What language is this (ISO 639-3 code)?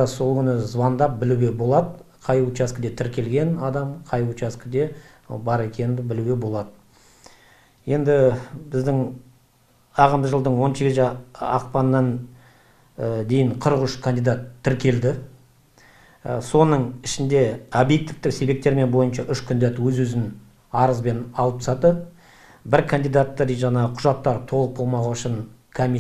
kaz